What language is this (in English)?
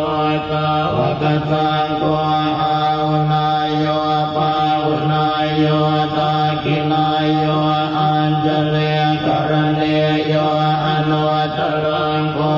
Pali